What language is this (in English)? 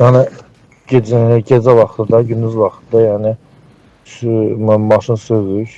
Azerbaijani